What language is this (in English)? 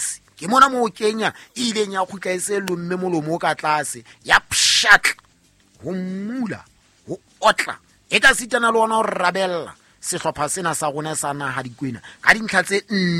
Southern Sotho